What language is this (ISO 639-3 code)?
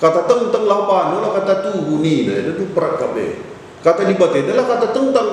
btx